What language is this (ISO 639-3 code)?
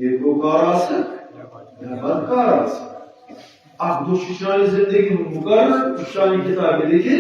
kas